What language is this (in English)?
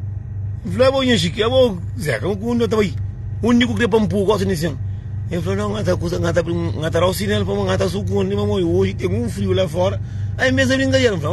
Kabuverdianu